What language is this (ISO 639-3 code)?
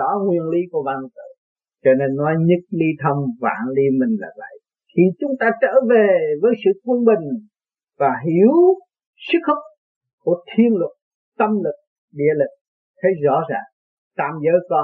vie